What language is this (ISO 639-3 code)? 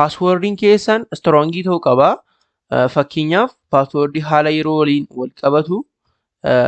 orm